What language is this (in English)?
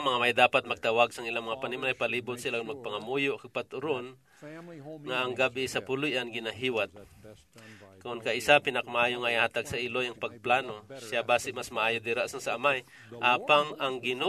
Hiligaynon